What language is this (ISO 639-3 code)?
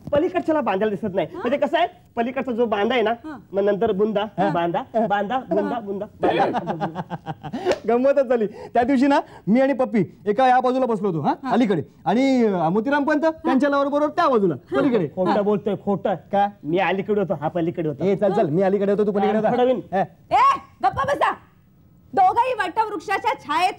mar